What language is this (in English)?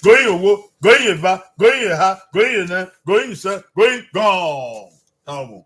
Bini